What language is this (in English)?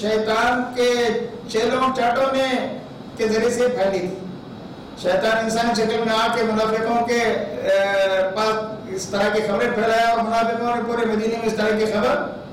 Urdu